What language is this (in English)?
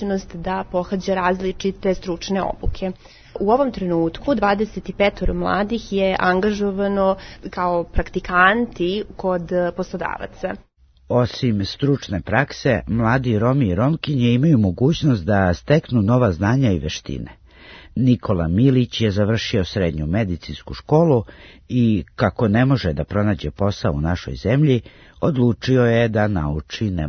Serbian